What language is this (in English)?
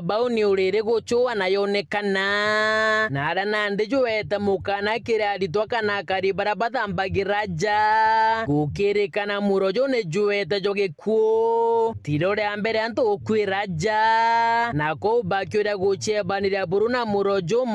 Meru